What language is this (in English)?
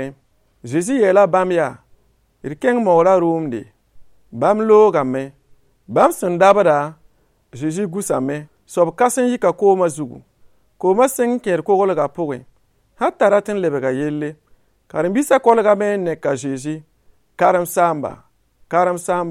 Mossi